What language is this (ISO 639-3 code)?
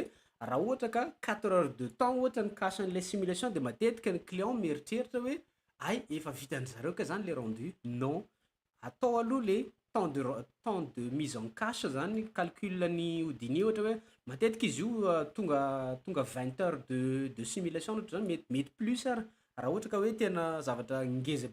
mlg